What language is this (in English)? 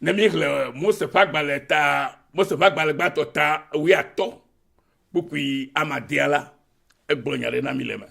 Ewe